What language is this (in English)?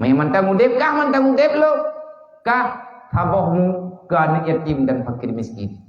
Achinese